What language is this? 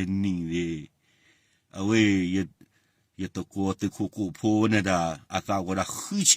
S'gaw Karen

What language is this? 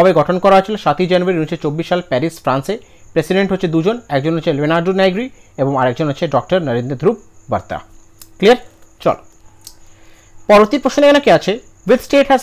Bangla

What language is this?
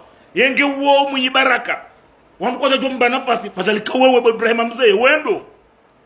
Ngazidja Comorian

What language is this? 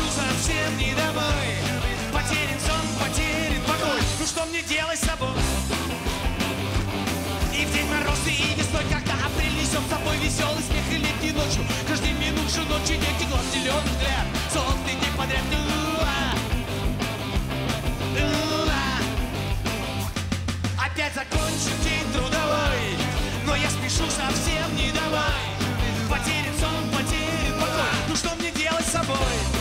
Russian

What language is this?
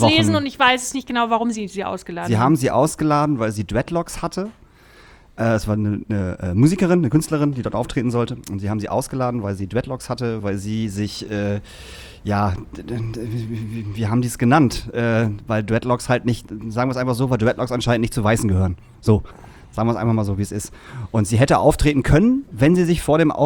German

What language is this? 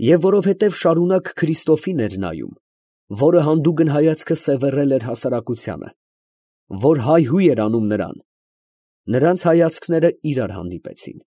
Armenian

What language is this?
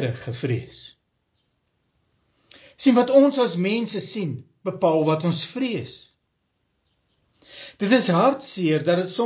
Afrikaans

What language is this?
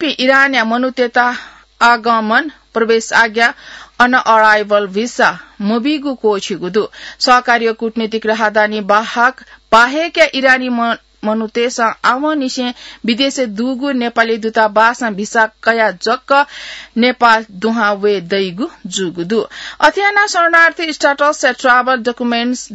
Newari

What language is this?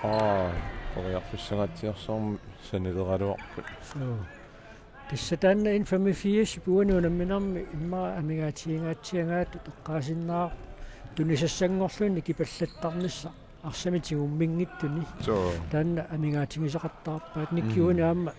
Kalaallisut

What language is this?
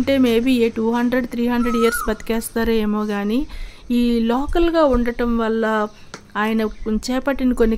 Telugu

